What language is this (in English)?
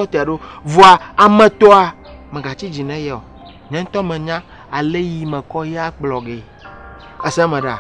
Ewe